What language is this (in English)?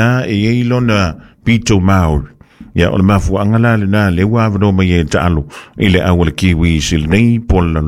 Samoan